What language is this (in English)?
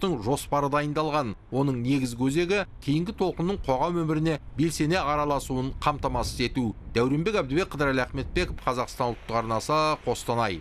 Kazakh